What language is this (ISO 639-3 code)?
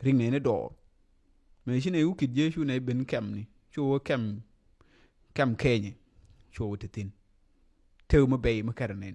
nus